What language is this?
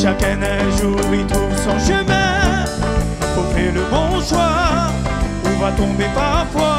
Réunion Creole French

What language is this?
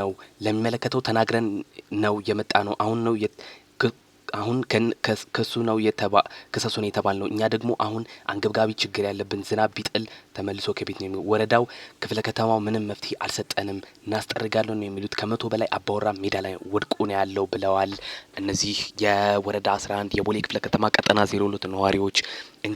Amharic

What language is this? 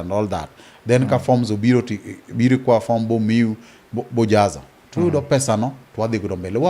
Luo (Kenya and Tanzania)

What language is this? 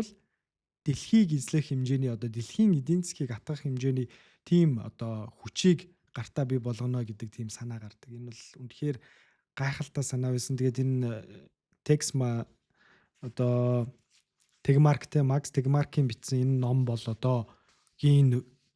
Mongolian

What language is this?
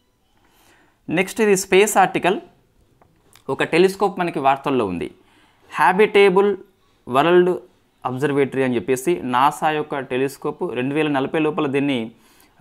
Telugu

